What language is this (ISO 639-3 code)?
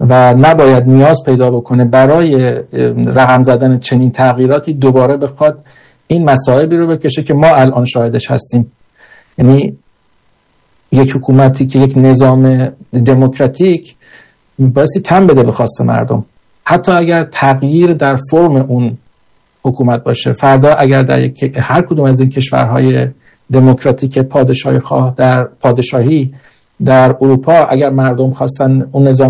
fas